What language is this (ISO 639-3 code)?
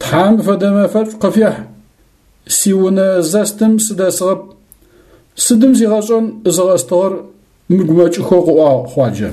ady